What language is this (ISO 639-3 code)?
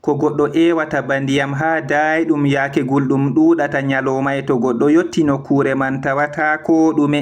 ful